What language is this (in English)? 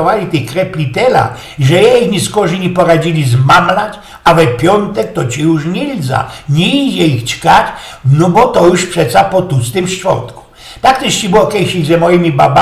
Silesian